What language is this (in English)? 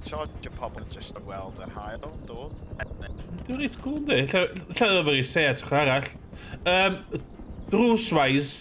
Welsh